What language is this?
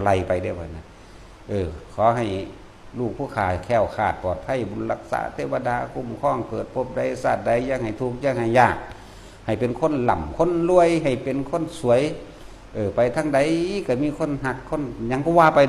Northeastern Thai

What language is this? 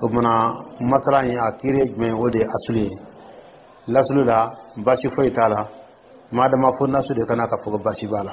Dyula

